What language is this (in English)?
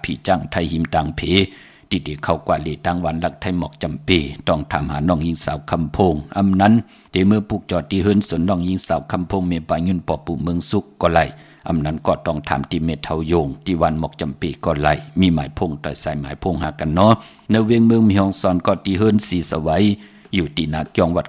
Shan